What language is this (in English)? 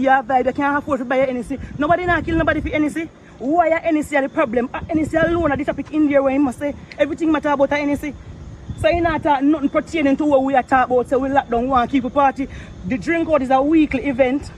Jamaican Creole English